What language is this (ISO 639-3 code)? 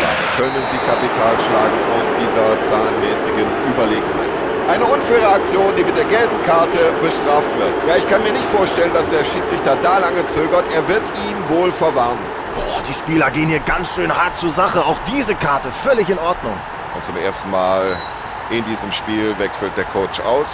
bar